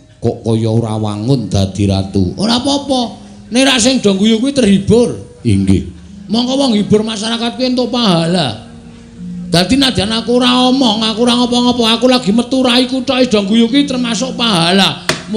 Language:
Javanese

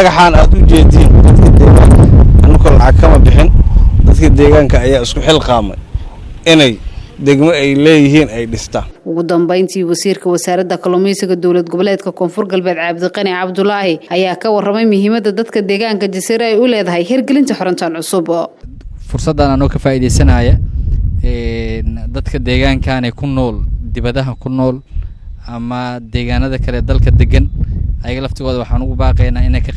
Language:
Somali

